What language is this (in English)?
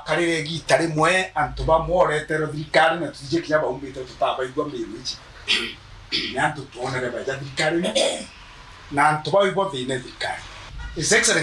Meru